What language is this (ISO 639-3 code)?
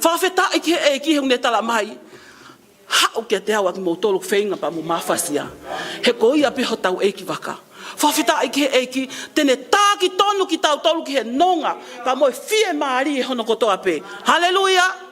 ton